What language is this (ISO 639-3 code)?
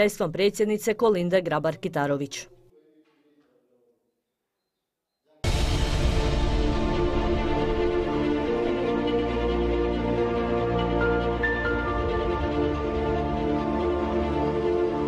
hrv